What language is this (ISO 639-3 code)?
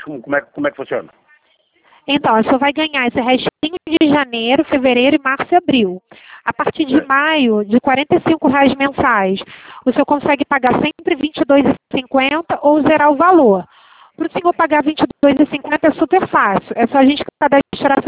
por